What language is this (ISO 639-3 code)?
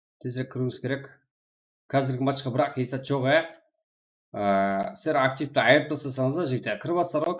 kaa